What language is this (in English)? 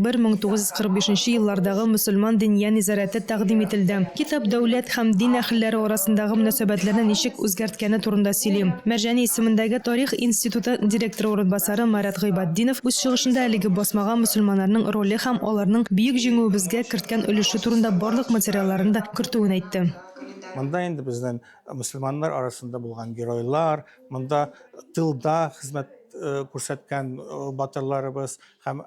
Tatar